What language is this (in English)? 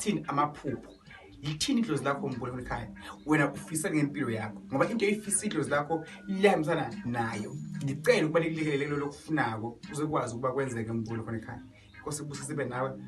Zulu